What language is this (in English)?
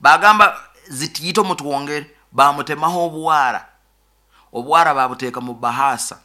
Nyoro